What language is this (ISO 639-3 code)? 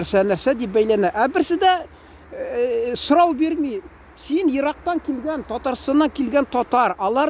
tat